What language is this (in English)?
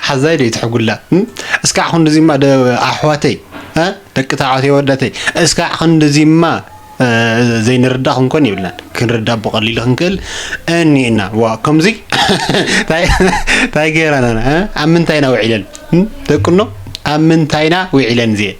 Tigrinya